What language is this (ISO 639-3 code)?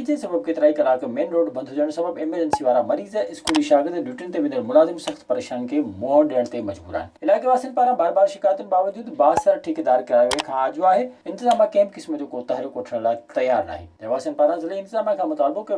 snd